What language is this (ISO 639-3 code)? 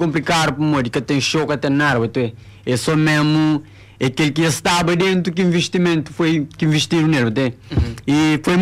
kea